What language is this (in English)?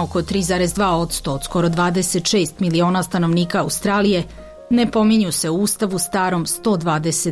Serbian